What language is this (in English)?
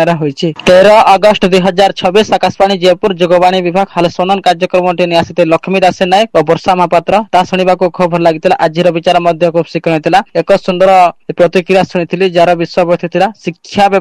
Odia